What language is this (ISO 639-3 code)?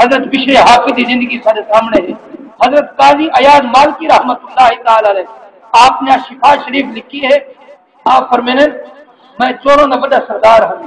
skr